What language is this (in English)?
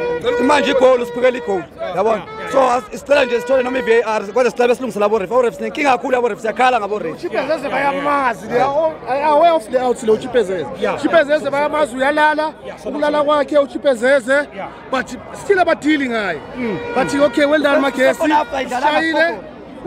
Zulu